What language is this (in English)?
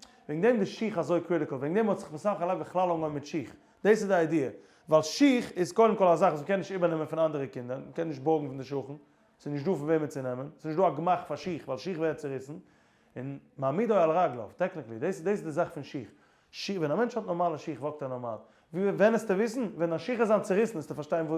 Yiddish